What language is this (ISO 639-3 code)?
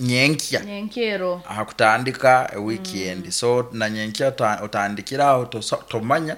nyn